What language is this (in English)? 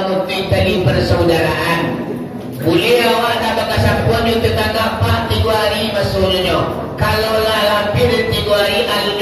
Minangkabau